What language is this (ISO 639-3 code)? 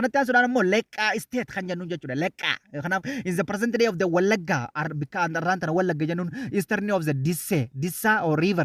orm